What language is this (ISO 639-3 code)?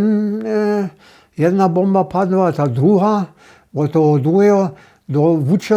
hsb